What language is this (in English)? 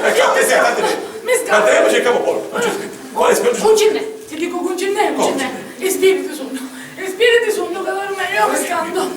Sicilian